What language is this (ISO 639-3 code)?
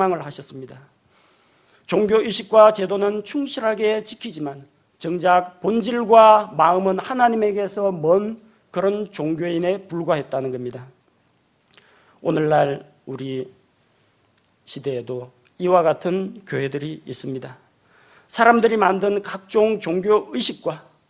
kor